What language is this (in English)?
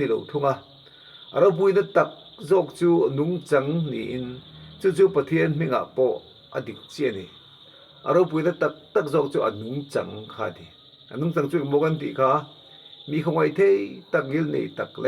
Mizo